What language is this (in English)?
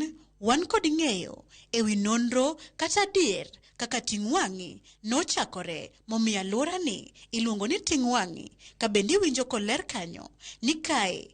Luo (Kenya and Tanzania)